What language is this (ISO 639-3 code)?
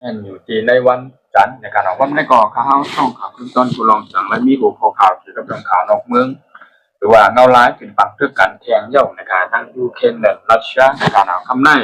shn